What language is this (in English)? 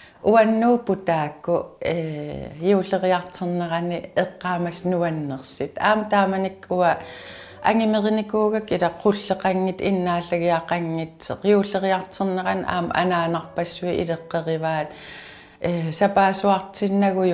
Kalaallisut